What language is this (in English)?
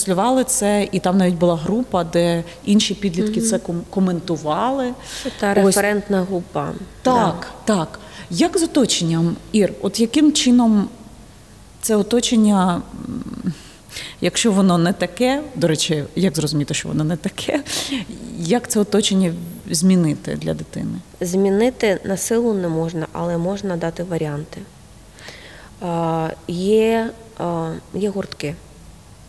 Ukrainian